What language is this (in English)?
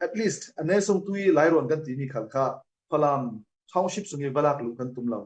Falam Chin